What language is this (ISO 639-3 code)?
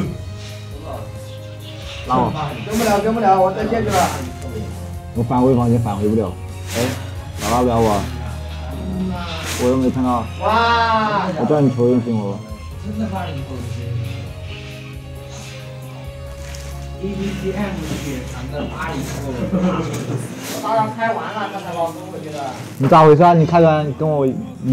zho